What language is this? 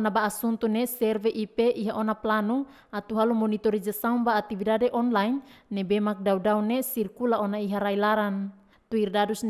Tetum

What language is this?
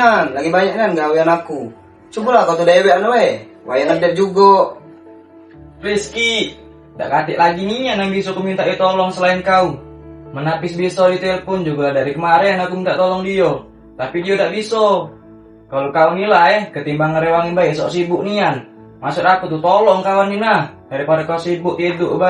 Musi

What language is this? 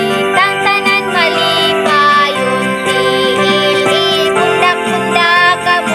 Cebuano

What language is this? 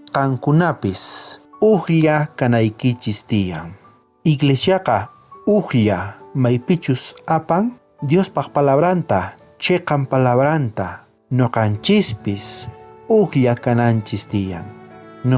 South Bolivian Quechua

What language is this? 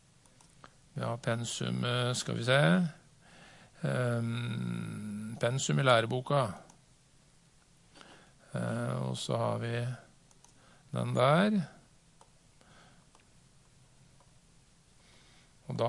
Norwegian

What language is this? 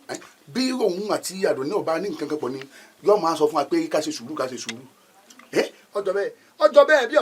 Yoruba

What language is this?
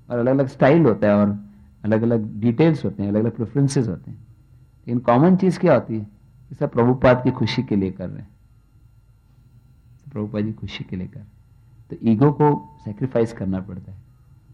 Hindi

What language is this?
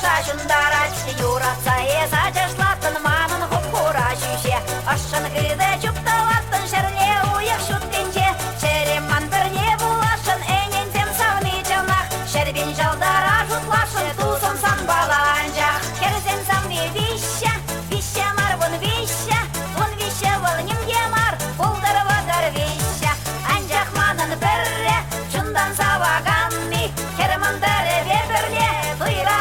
Chuvash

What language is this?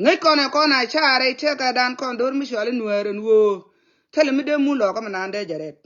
Nuer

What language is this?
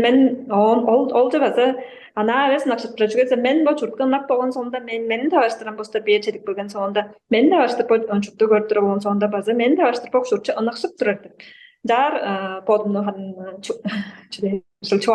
Tuvinian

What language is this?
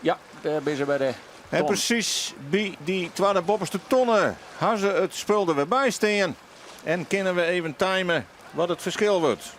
Western Frisian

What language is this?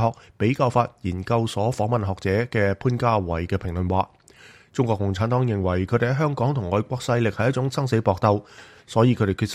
Cantonese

